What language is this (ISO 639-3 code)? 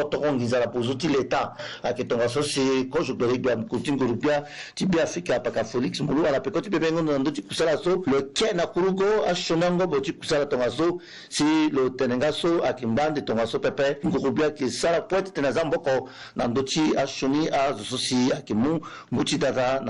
sag